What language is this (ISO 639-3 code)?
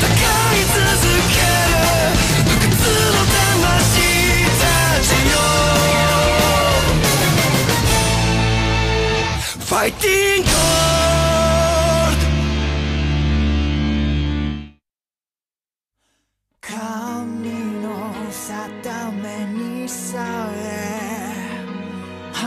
jpn